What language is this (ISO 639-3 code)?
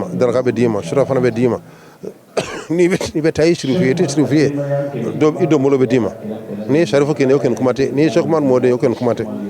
bam